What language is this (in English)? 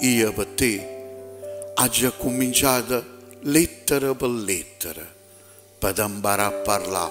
Neapolitan